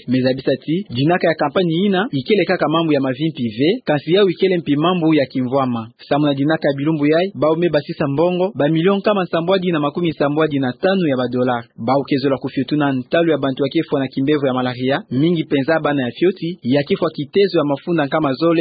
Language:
Kituba (Democratic Republic of Congo)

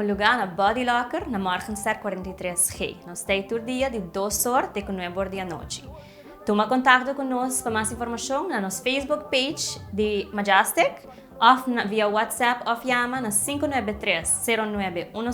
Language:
Papiamento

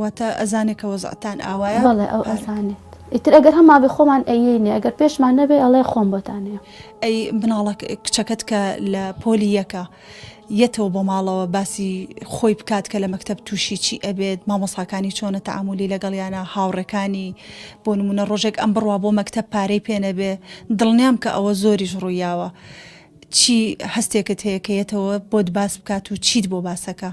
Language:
Central Kurdish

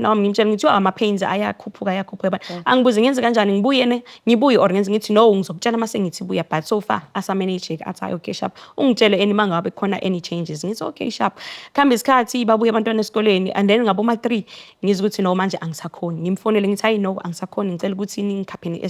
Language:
Zulu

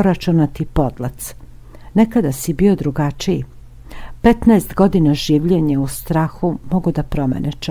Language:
Serbian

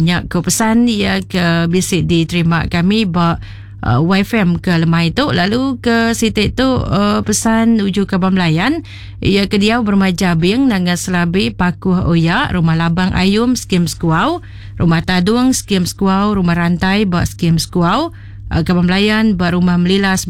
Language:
Iban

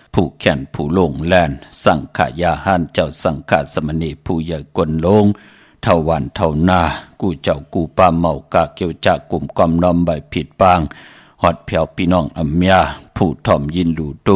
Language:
Shan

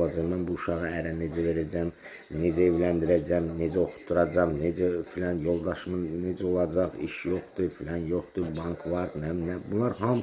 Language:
Azerbaijani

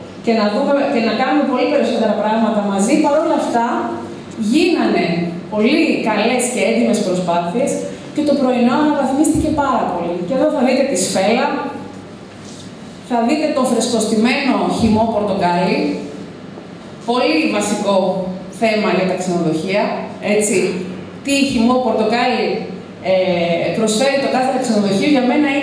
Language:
Greek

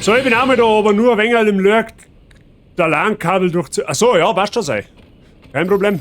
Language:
Bavarian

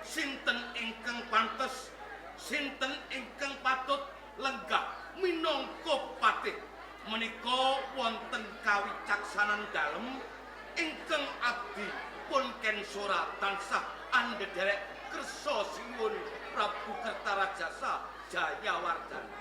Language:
Javanese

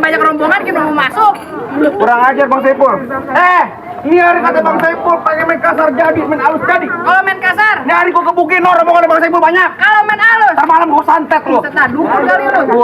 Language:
Betawi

